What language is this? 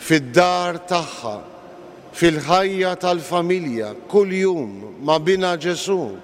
Maltese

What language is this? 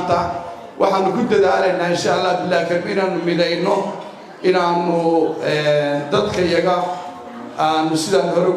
Somali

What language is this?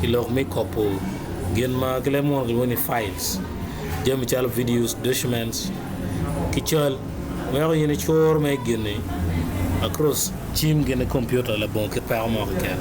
Acoli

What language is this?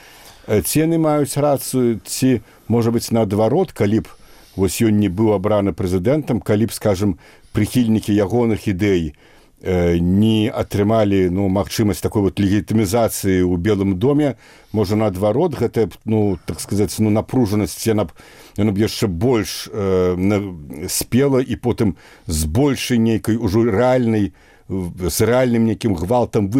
Belarusian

